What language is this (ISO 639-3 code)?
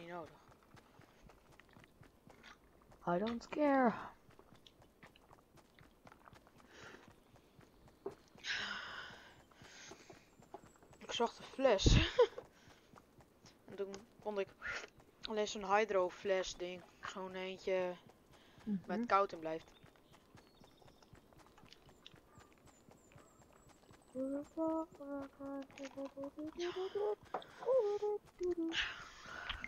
nld